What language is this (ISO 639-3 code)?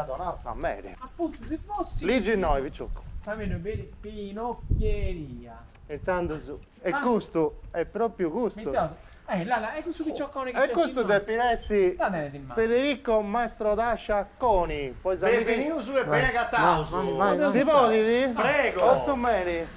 srd